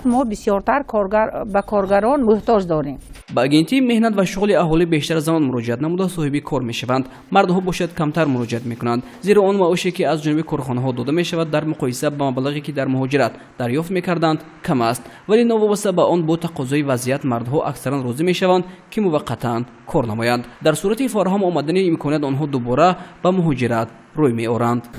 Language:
Tajik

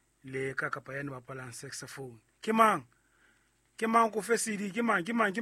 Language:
Southern Sotho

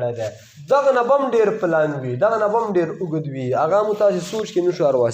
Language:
Pashto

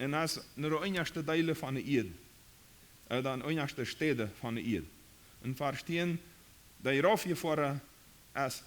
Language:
Plautdietsch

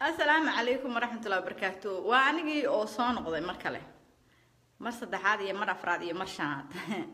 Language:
Somali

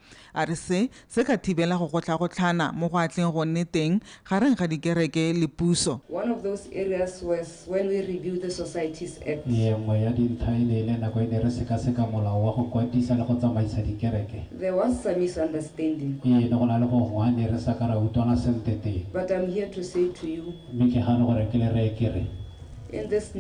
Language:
Tswana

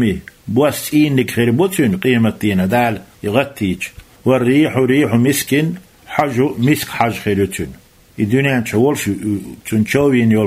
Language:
Chechen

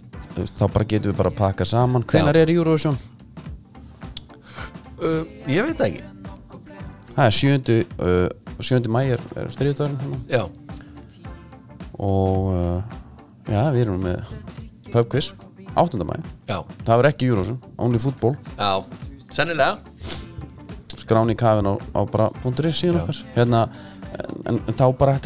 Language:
Icelandic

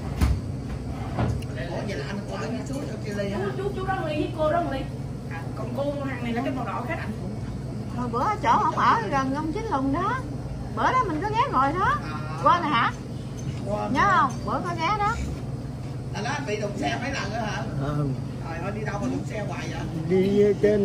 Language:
Vietnamese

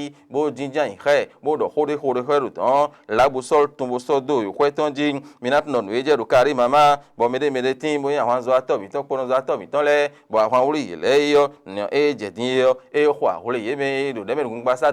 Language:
Fon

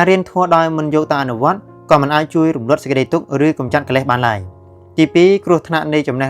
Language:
Khmer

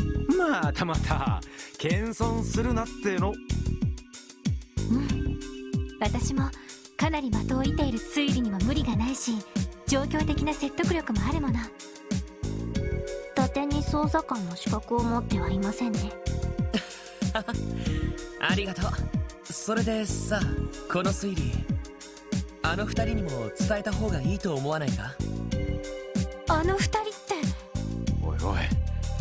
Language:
Japanese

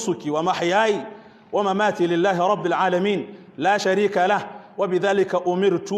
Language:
Hausa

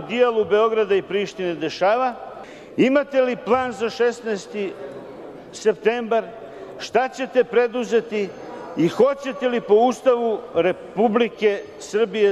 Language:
Serbian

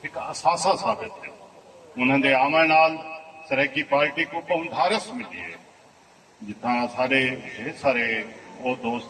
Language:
Saraiki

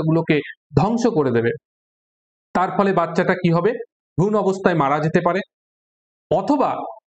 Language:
Bangla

